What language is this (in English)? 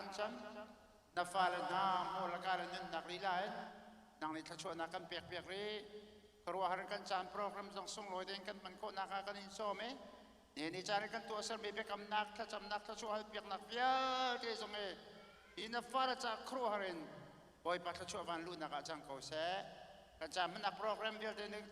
Hakha Chin